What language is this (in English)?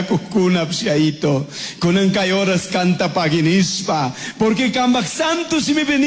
Chimborazo Highland Quichua